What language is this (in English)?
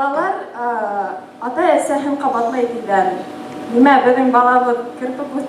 Bashkir